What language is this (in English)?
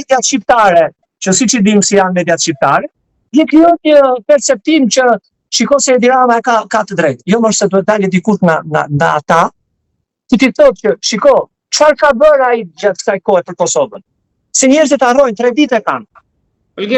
Albanian